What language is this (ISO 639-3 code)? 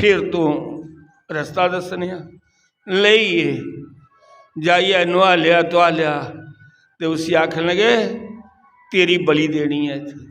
doi